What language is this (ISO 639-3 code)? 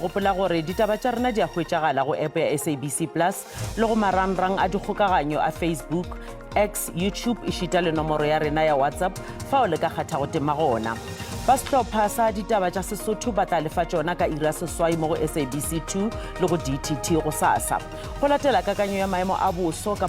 nso